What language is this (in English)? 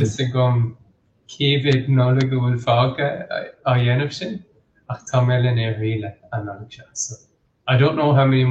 Irish